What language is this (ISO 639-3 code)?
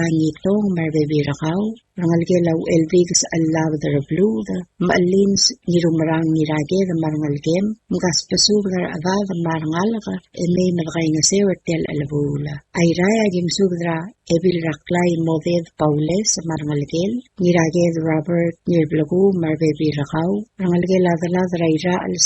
pau